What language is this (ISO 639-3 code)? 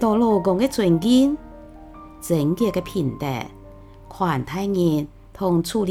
hak